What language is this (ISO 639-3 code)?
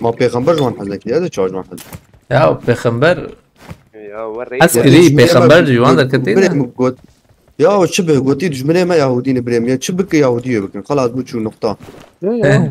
kur